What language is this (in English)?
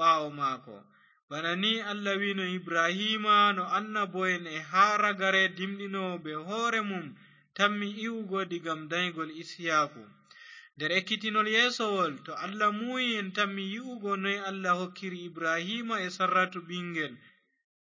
Fula